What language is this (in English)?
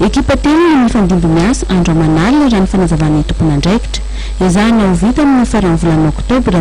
Malagasy